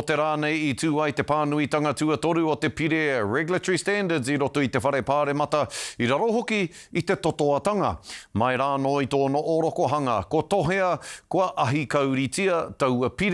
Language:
Māori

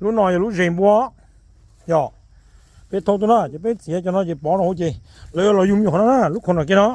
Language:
Hmong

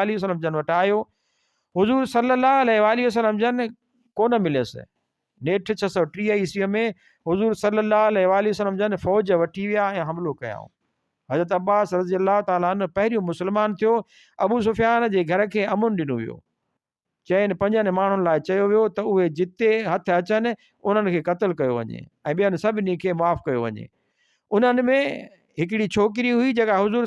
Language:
Sindhi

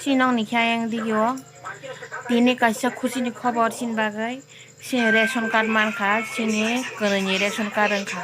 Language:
Kok Borok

